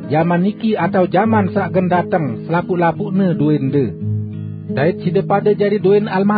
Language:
Sasak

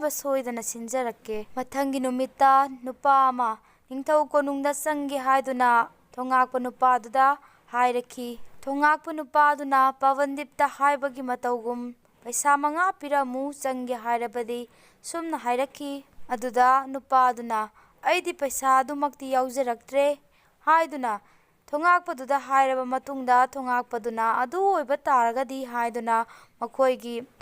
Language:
Manipuri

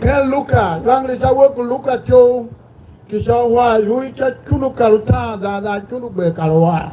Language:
Tiv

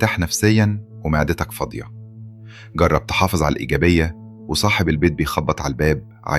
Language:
Egyptian Arabic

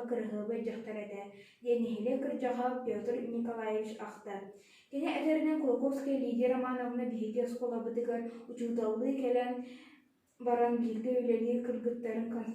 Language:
Yakut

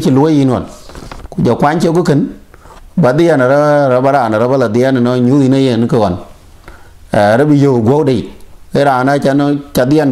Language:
Dinka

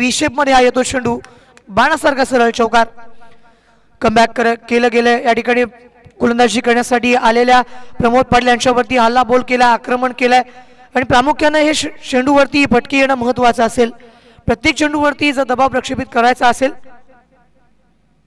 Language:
Marathi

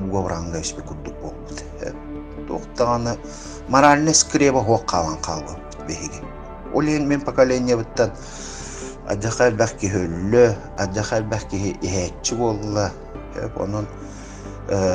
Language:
Yakut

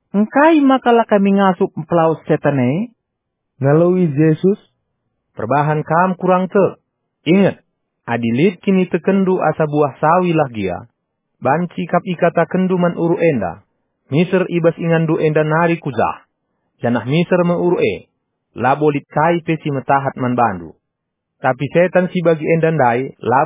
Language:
Batak Karo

